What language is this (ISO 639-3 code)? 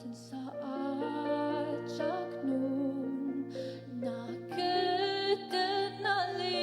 njo